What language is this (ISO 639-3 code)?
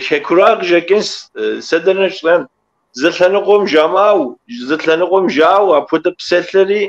kbd